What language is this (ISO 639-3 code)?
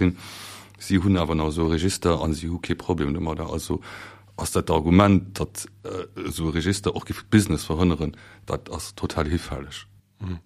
ltz